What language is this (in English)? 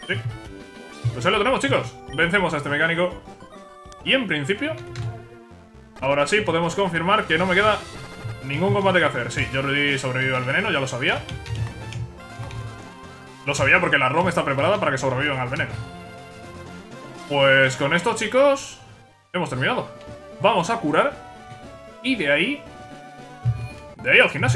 Spanish